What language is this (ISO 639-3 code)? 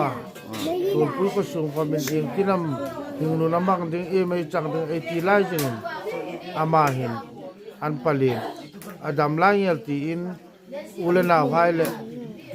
hmr